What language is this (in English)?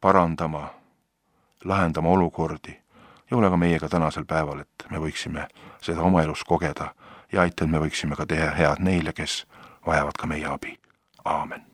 Estonian